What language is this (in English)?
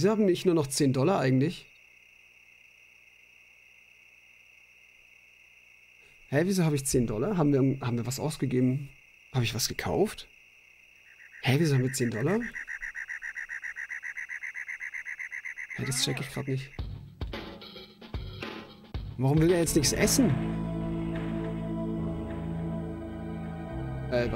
German